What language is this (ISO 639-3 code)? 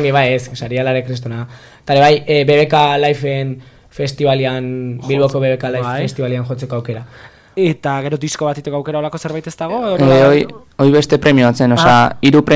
eus